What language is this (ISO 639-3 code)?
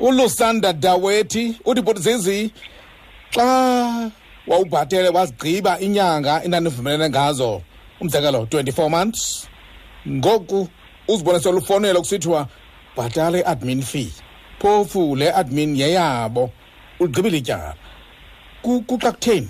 xho